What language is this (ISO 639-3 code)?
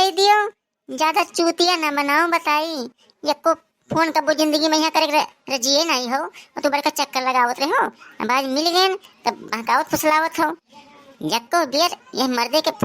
awa